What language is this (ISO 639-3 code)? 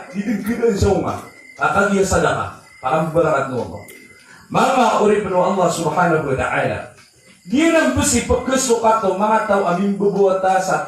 mrw